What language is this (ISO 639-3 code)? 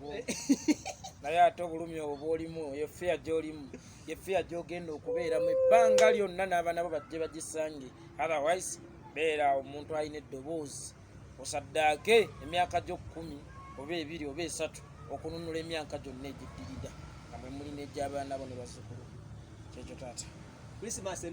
lug